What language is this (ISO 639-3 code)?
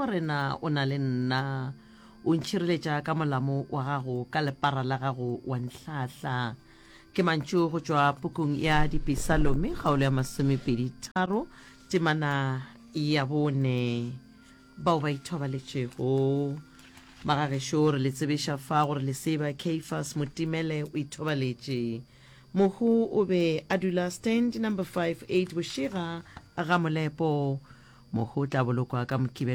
nso